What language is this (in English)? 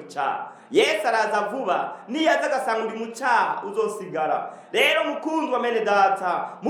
Rundi